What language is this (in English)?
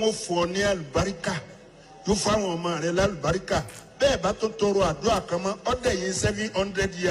Yoruba